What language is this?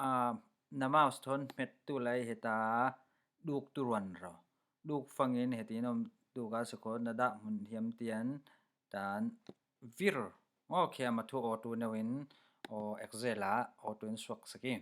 Falam Chin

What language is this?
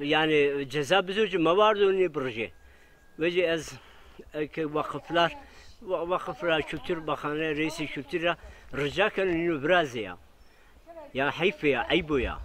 Zaza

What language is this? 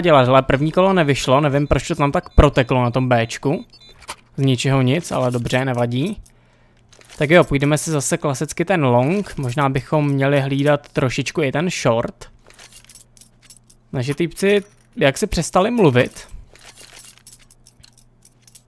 Czech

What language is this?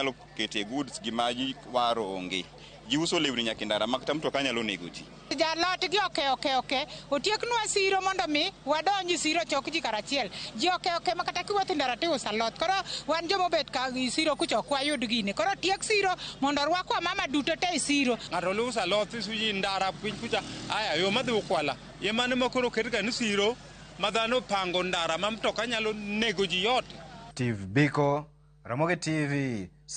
Luo (Kenya and Tanzania)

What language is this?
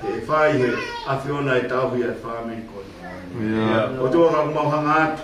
Tongan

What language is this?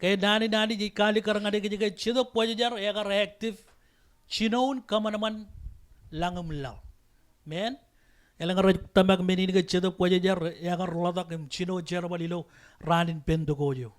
Marshallese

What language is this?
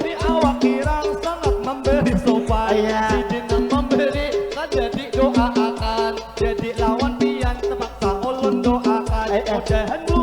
Banjar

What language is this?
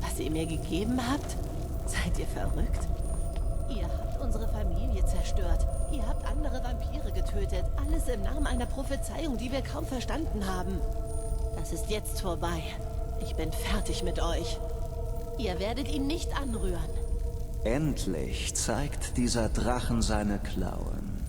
Bavarian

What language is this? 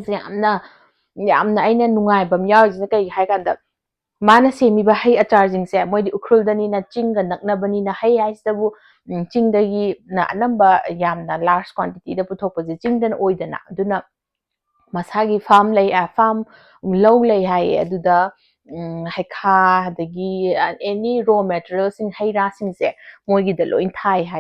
Manipuri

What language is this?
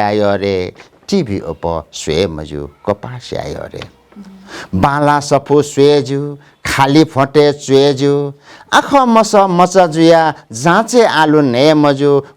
Newari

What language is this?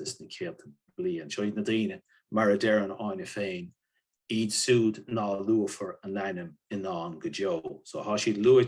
Irish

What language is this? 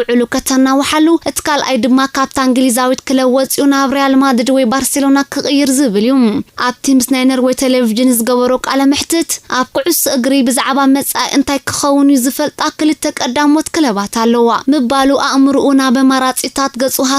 Tigrinya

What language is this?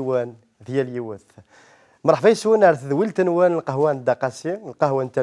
Kabyle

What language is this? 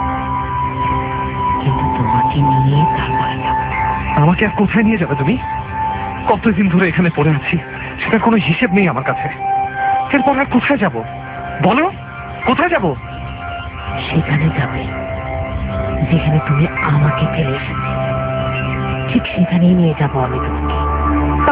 Bangla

